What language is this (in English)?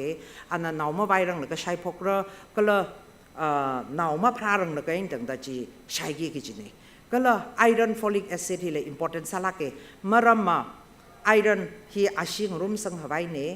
Tangkhul Naga (India)